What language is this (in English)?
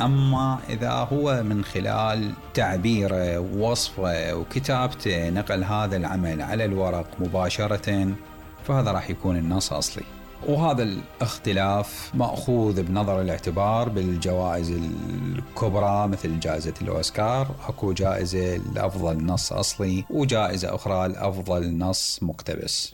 Mesopotamian Arabic